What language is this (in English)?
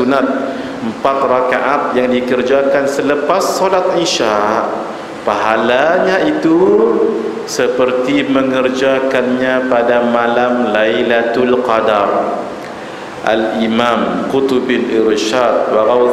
Malay